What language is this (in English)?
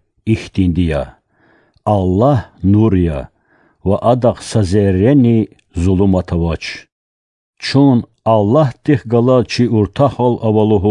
Lezghian